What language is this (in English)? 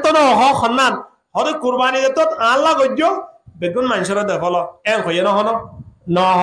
Rohingya